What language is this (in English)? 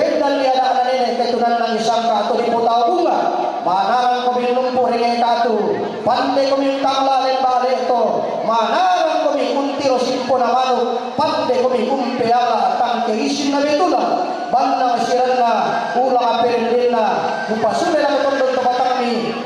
Toraja-Sa'dan